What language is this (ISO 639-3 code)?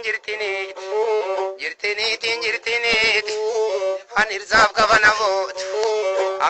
orm